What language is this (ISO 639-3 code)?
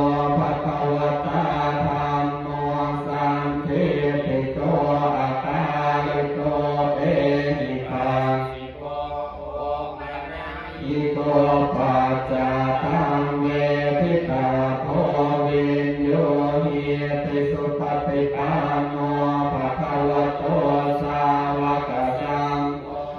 pli